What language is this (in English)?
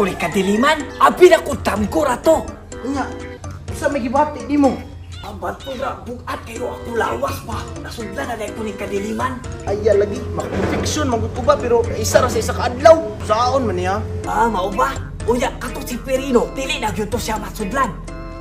Cebuano